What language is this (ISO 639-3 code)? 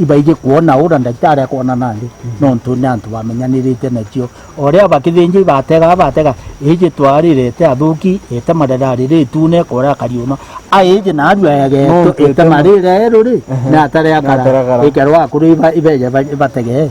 mer